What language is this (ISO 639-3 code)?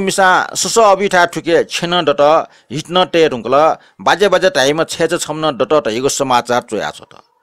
new